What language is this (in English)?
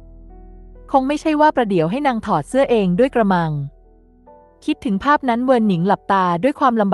Thai